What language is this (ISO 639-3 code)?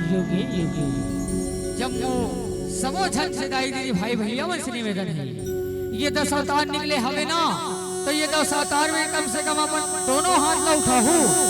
hne